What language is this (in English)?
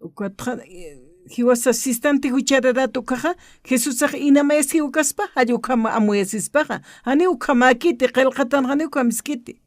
Aymara